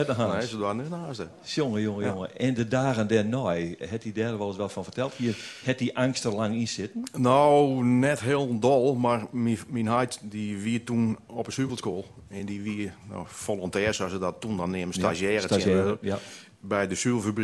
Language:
Western Frisian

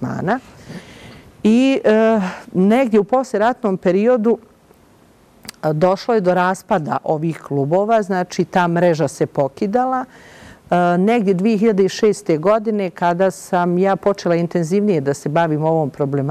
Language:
Bosnian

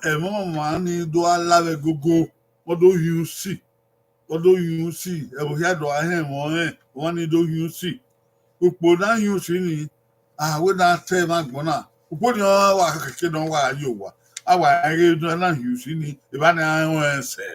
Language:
Bini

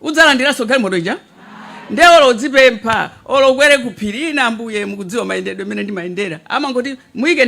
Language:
Nyanja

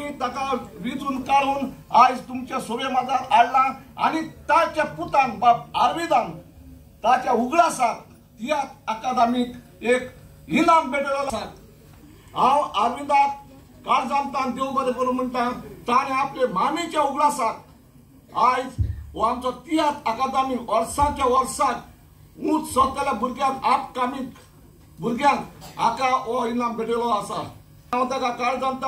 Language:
Konkani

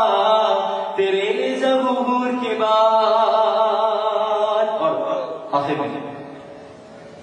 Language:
Urdu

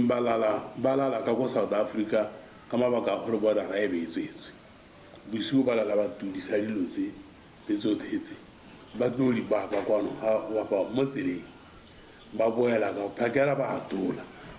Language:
Tswana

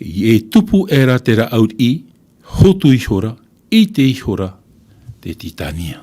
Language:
Tahitian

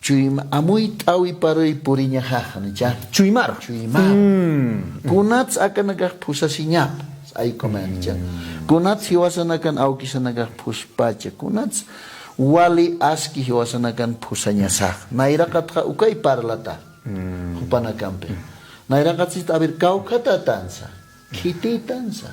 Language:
Aymara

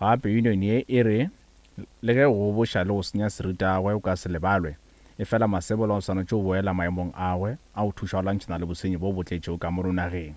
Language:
Northern Sotho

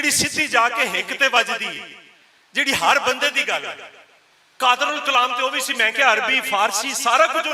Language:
Western Panjabi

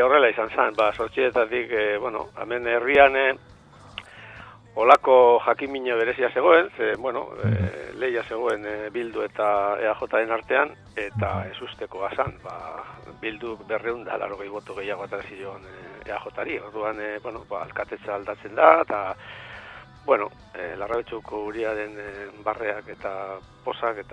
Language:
Basque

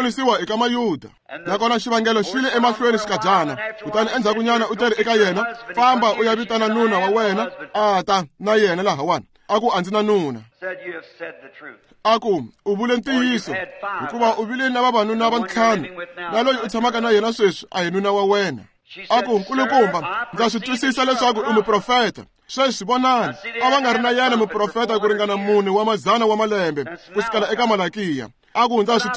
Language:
Tsonga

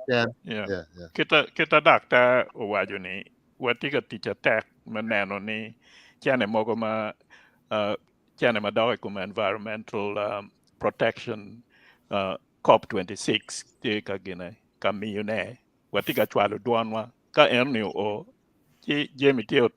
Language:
Acoli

